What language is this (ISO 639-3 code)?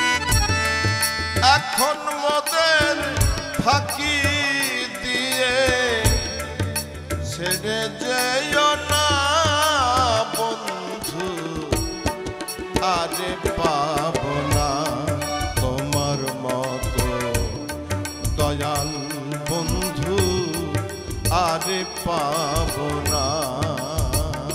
ben